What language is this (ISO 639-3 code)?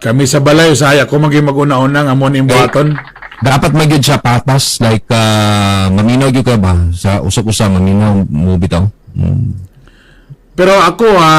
ceb